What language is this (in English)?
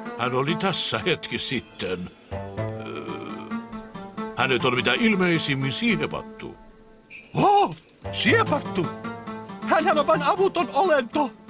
Finnish